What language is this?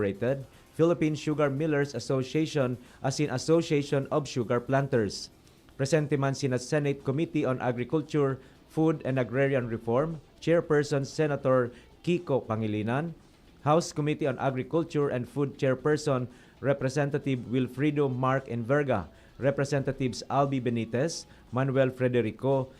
Bikol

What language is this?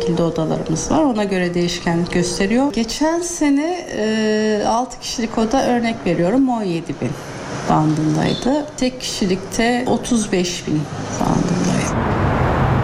Turkish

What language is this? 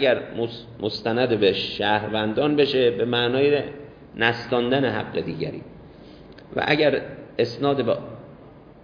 Persian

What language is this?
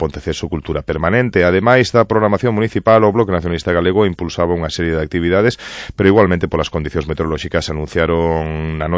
Galician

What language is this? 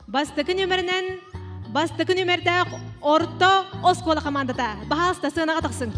Yakut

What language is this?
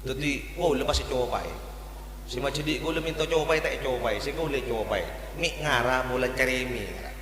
Madurese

